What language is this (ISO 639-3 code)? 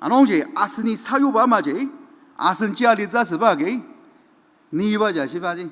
njo